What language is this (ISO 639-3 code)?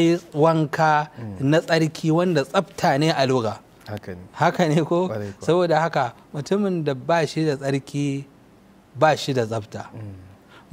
hau